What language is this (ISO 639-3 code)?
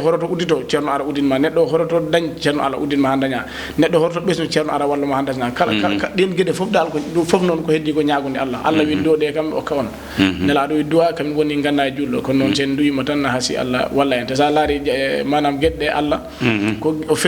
ful